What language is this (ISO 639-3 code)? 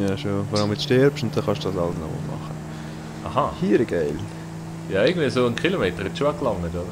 gsw